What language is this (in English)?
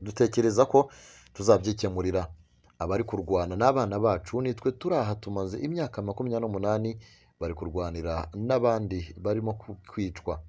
Kinyarwanda